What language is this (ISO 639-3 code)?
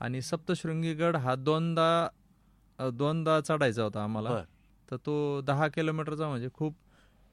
mar